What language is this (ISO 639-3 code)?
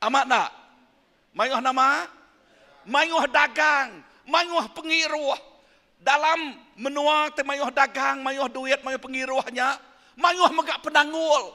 iba